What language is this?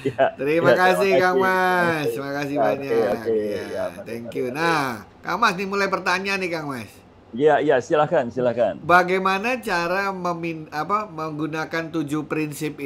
Indonesian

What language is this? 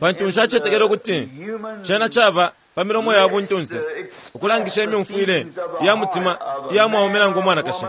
Bemba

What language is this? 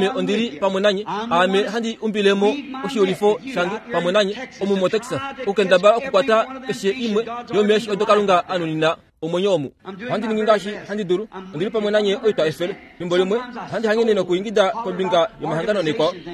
Kuanyama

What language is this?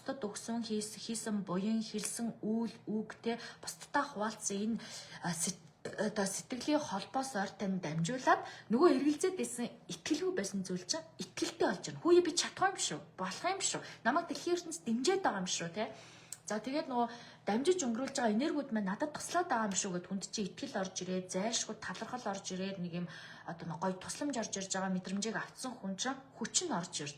Mongolian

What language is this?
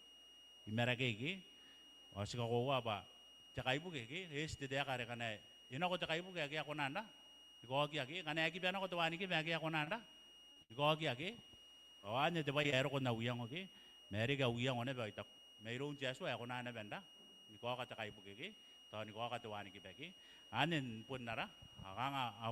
Gilbertese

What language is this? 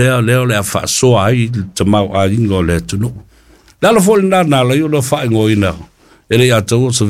Samoan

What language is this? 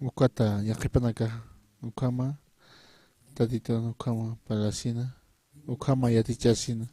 Aymara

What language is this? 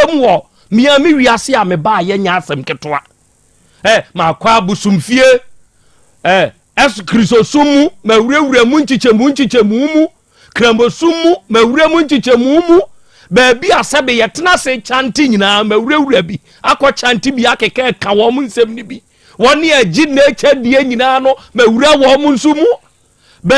Akan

